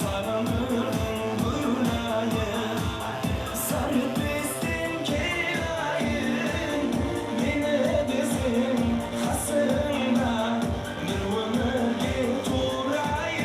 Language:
Kara-Kalpak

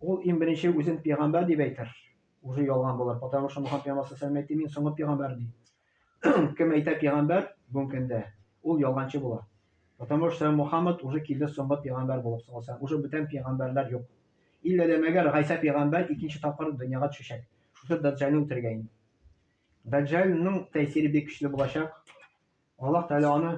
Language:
Tatar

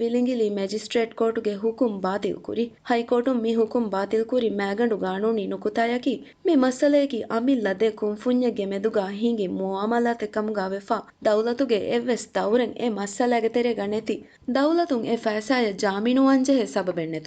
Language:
Divehi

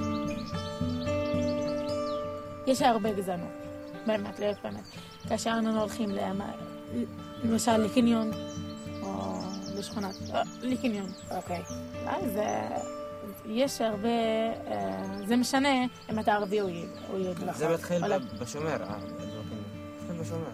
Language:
Hebrew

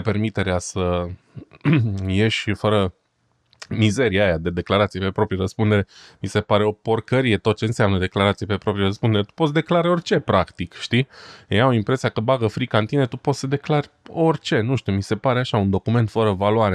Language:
Romanian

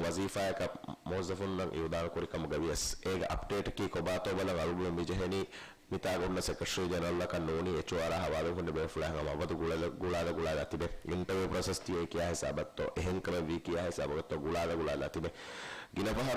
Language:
Divehi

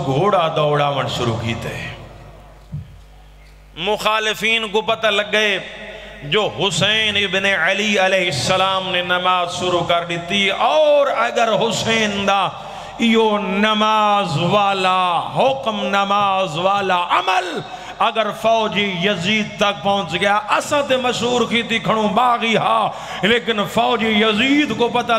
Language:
Urdu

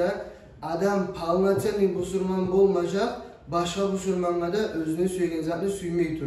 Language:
Kumyk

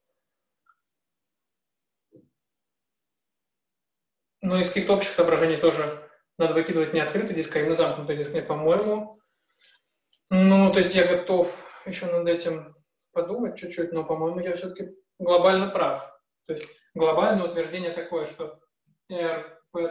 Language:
Russian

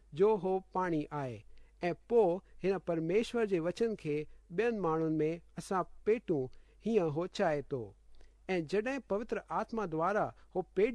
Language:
Sindhi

